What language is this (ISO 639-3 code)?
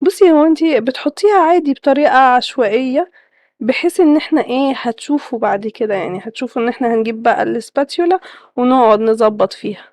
arz